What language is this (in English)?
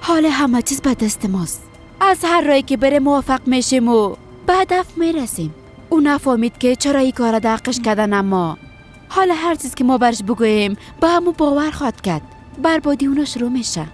Persian